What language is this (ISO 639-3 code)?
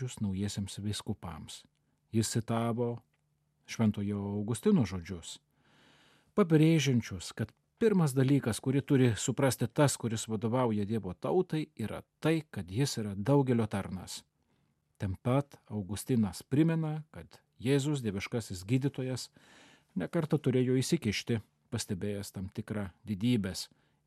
lit